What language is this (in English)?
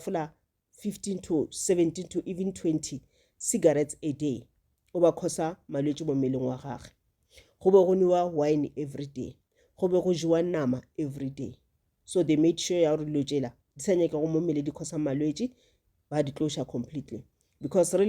Northern Sotho